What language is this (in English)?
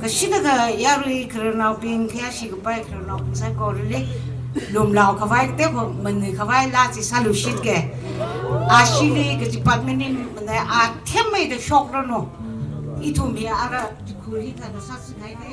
Tangkhul Naga (India)